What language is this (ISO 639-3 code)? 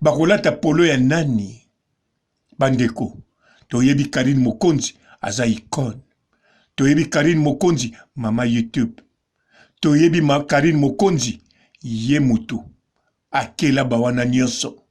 lin